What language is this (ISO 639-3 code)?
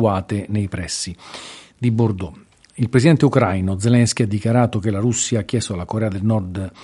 ita